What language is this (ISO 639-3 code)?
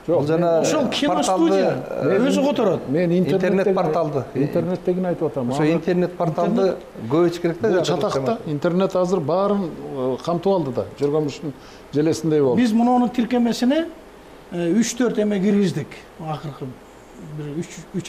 kir